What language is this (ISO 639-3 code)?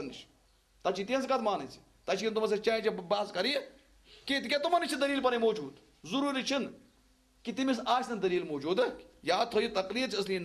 kas